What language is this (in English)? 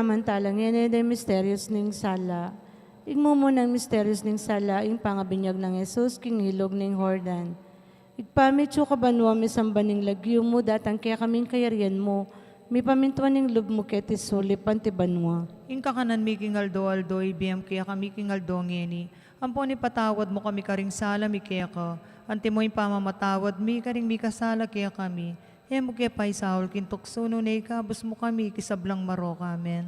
Pampanga